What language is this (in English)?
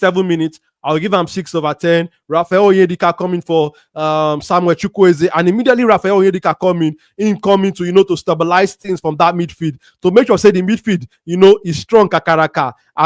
Nigerian Pidgin